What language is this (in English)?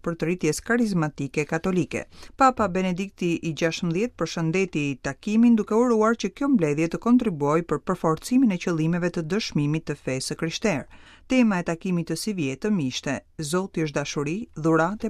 Albanian